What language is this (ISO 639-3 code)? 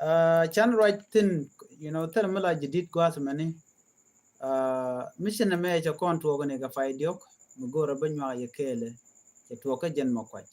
nus